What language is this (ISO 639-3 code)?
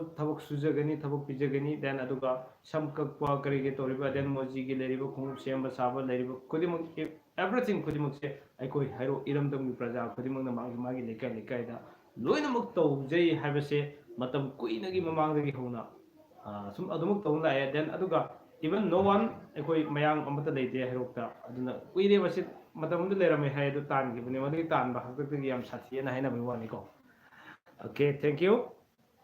mni